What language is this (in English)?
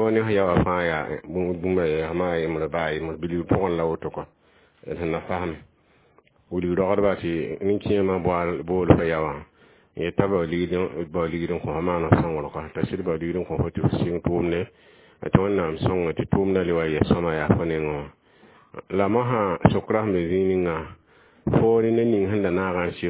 Mossi